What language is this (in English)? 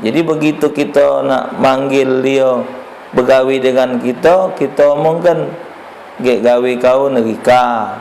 Musi